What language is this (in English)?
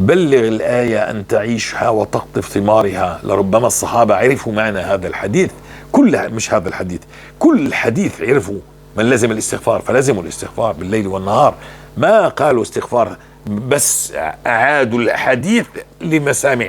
North Levantine Arabic